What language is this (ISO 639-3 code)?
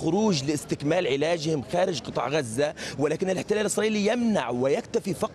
ara